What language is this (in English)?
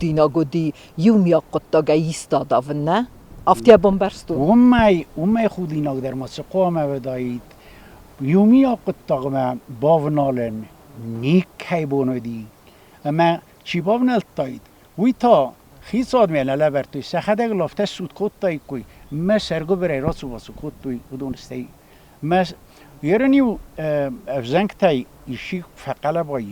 Ossetic